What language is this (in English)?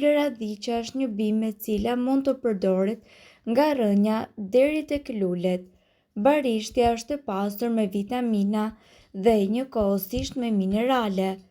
Albanian